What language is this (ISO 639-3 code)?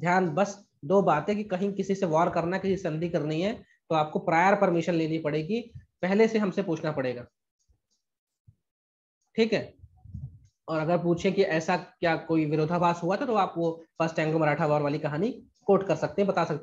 hin